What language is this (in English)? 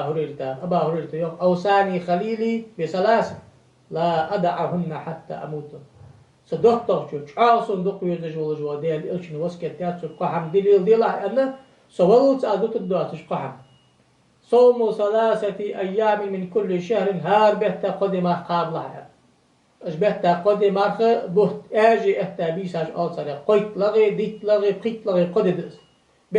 Ingush